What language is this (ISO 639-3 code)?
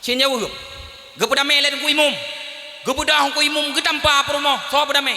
ace